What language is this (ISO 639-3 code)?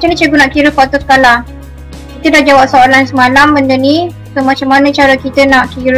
msa